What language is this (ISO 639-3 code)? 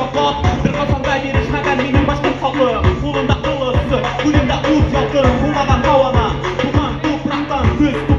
bak